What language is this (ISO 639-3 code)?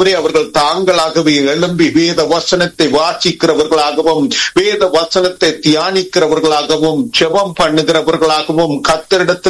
tam